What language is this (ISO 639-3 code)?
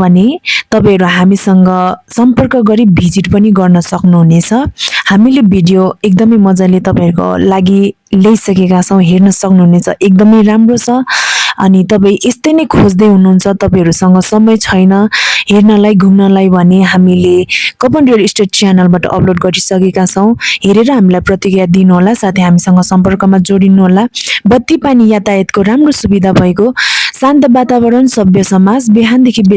nep